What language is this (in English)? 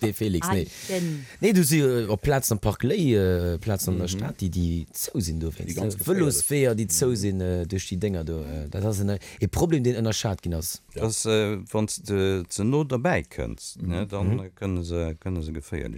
Luxembourgish